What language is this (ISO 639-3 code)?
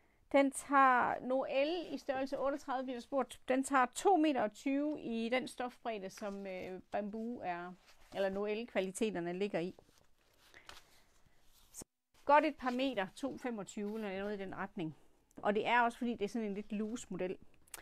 dan